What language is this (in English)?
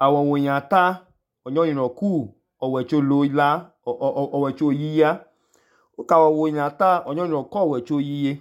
Idoma